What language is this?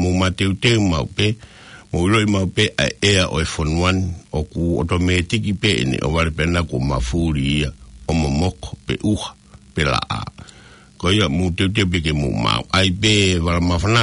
Tongan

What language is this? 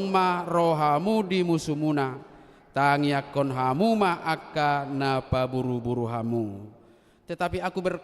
Batak Toba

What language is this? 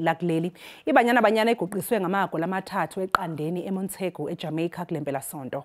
Zulu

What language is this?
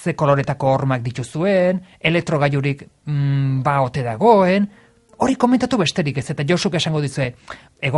Basque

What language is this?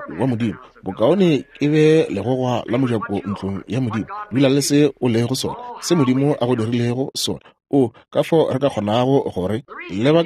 Northern Sotho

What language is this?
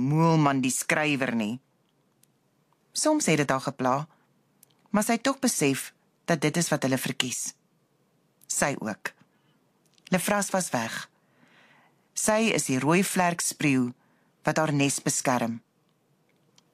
Afrikaans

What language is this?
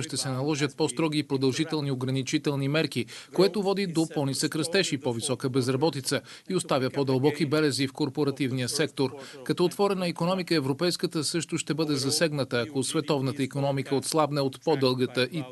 Bulgarian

